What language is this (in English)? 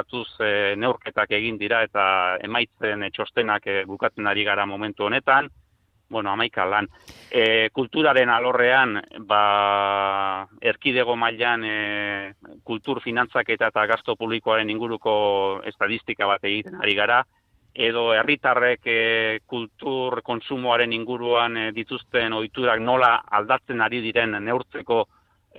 Basque